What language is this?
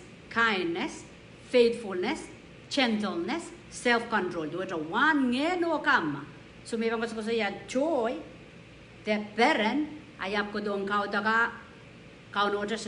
Pohnpeian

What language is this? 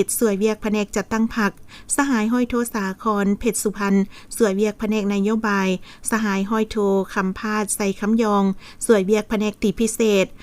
Lao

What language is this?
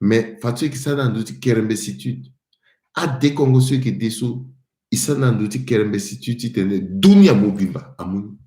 Sango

